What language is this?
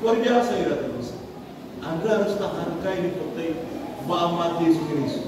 Nias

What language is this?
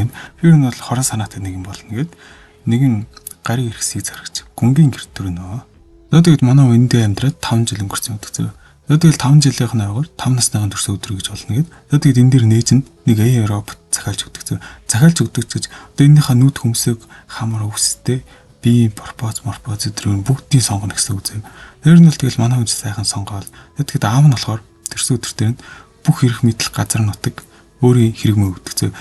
Mongolian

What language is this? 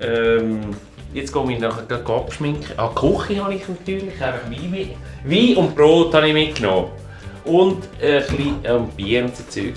Swiss German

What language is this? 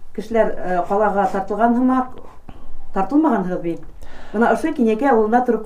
Bashkir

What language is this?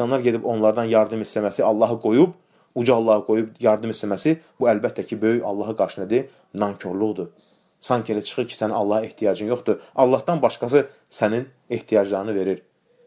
Azerbaijani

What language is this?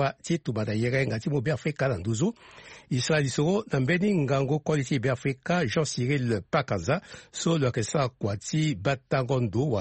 Sango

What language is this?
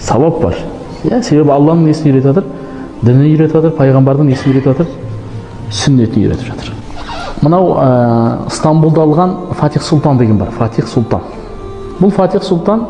Kazakh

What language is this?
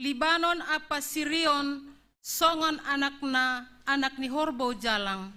Batak Simalungun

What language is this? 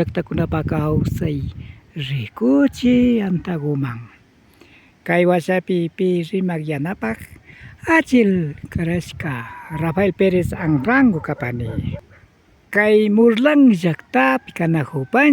Imbabura Highland Quichua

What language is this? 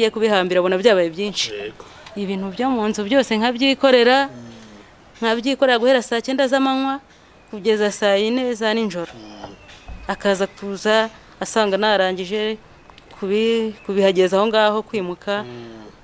Kinyarwanda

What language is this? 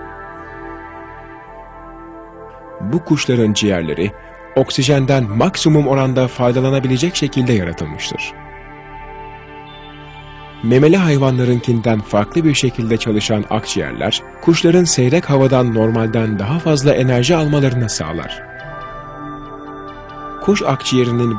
Turkish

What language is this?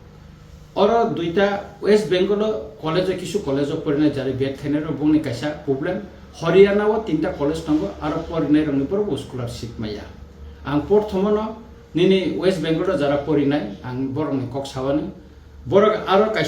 Kok Borok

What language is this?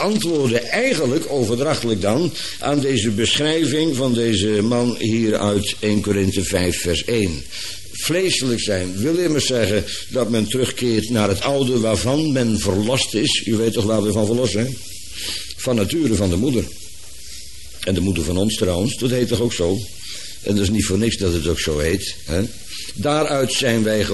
Dutch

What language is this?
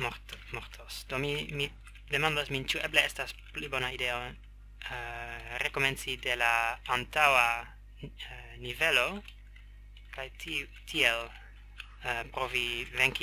Esperanto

